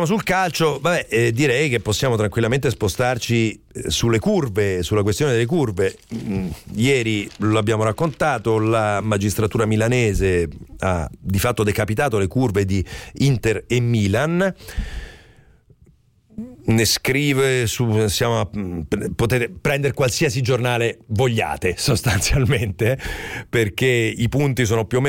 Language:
Italian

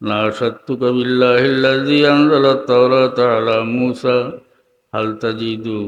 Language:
Sylheti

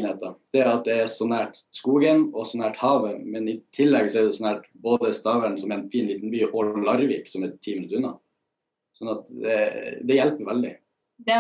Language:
Norwegian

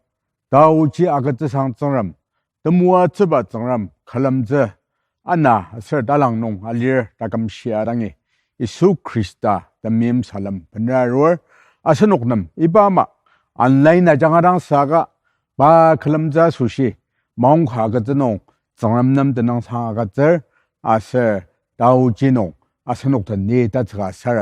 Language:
Ao Naga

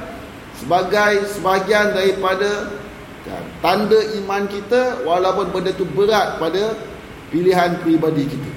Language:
Malay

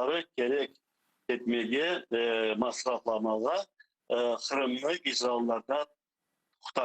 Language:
Crimean Tatar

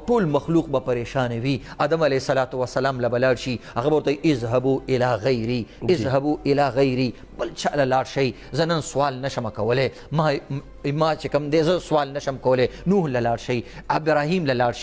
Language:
Pashto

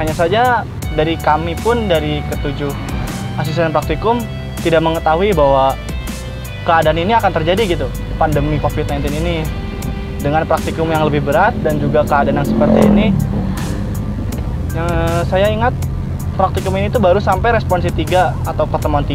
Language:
Indonesian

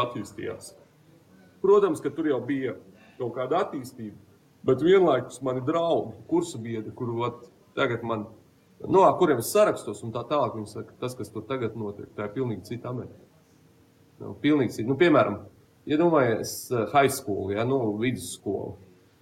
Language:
Latvian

